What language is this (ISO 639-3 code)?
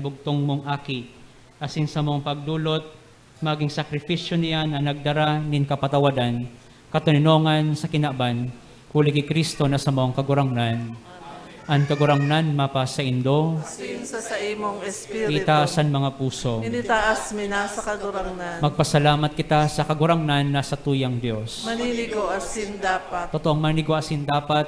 bik